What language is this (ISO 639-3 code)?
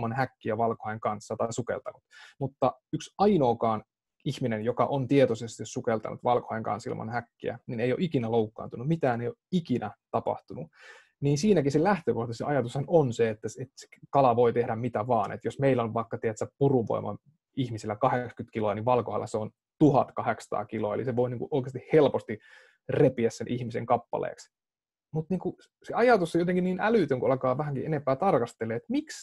fin